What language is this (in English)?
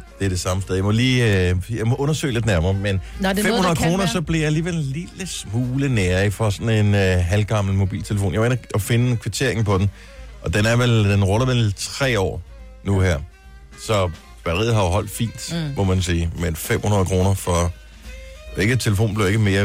Danish